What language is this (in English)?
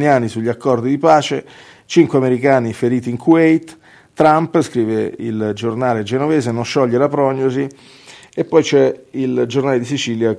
Italian